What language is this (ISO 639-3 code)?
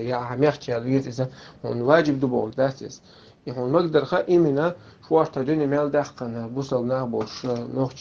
che